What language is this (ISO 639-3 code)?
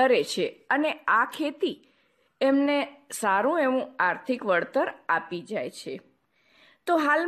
guj